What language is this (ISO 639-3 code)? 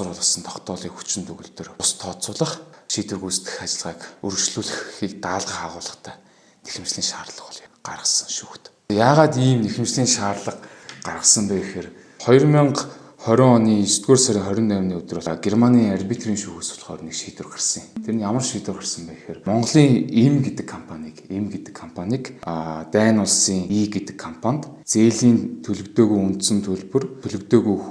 mon